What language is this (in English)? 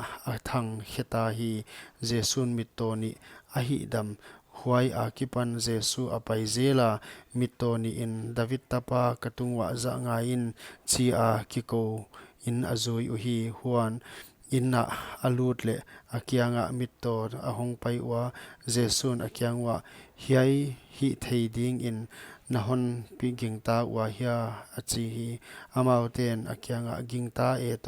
Paite Chin